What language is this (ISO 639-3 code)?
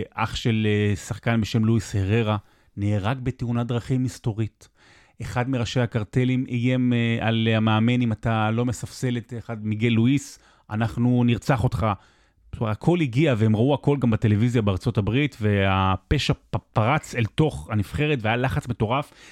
heb